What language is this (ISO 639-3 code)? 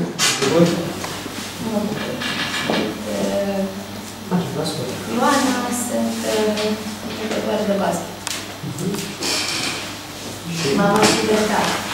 ron